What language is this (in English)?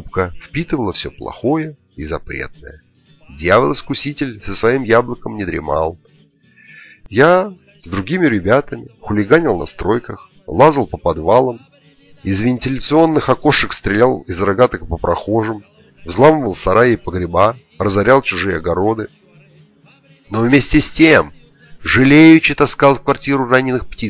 Russian